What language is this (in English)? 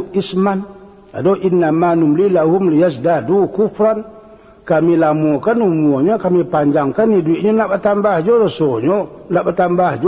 Minangkabau